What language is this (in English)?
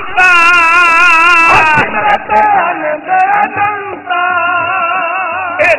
Punjabi